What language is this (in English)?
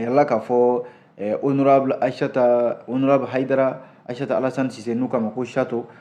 Bambara